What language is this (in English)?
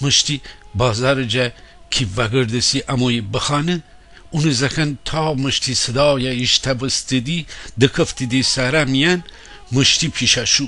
Gilaki